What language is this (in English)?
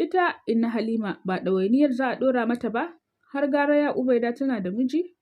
Hausa